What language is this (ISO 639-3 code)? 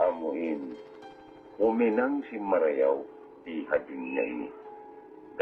tsg